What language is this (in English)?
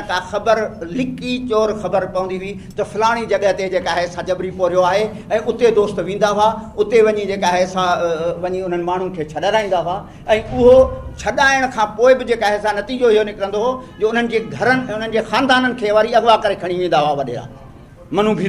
Sindhi